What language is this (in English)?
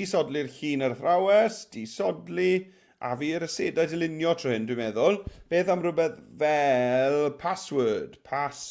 Welsh